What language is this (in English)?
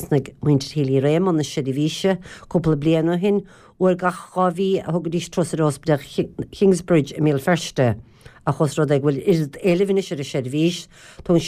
Irish